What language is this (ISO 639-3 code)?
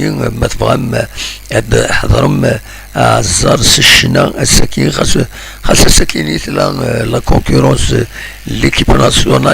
kab